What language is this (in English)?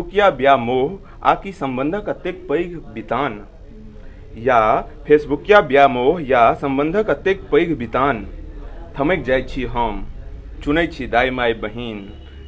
Maithili